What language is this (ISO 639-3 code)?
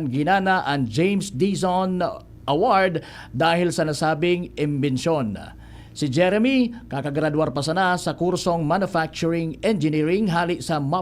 bik